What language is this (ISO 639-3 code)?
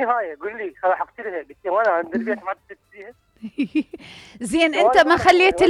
acm